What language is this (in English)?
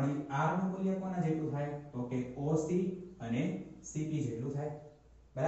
Gujarati